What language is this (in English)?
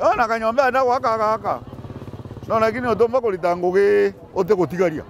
Meru